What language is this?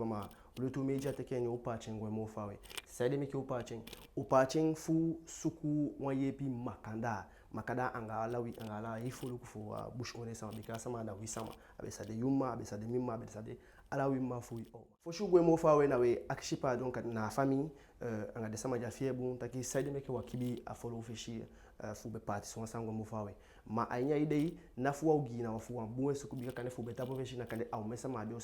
Eastern Maroon Creole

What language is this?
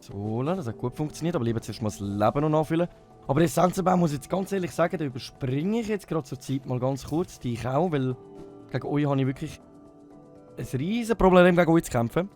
Swiss German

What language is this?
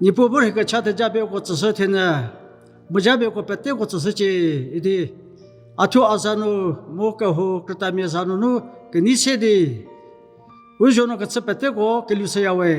Angami Naga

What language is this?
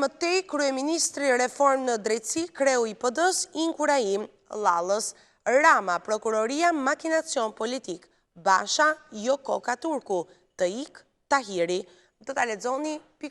Albanian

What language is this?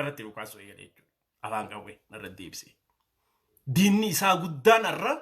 Oromo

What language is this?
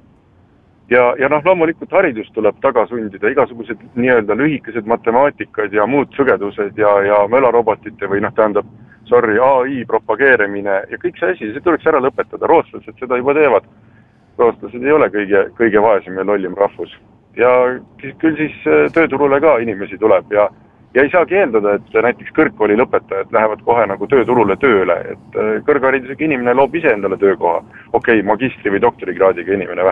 Estonian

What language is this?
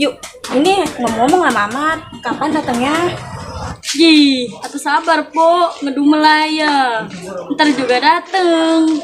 Betawi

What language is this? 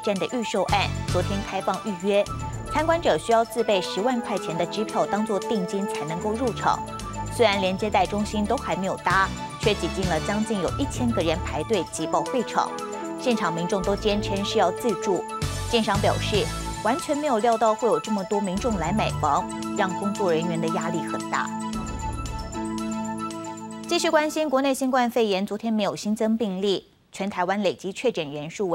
Chinese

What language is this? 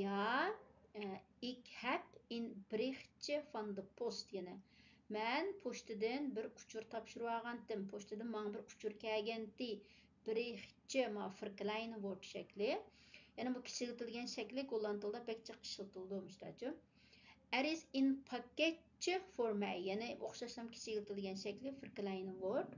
Uyghur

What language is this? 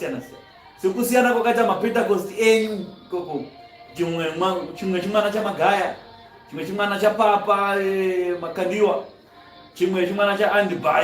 Shona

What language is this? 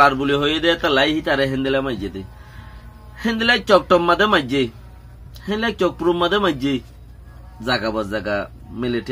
Rohingya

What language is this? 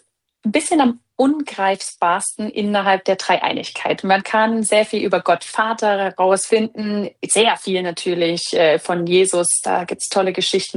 German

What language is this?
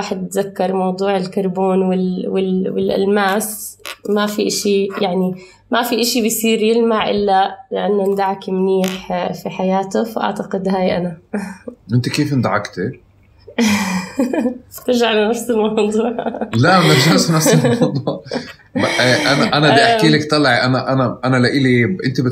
North Levantine Arabic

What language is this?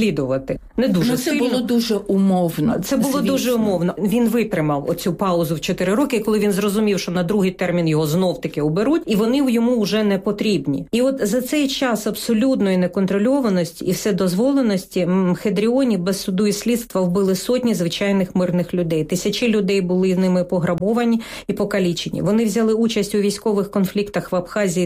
Ukrainian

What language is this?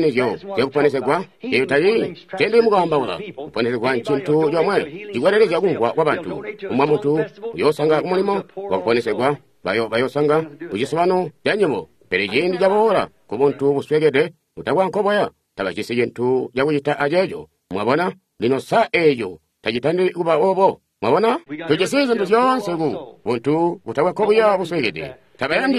Tonga (Zambia)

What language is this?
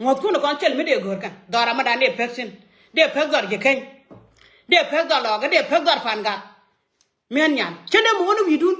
Nuer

